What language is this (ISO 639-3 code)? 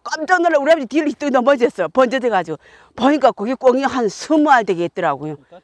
kor